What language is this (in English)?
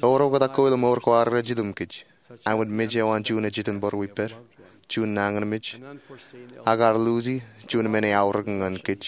Marshallese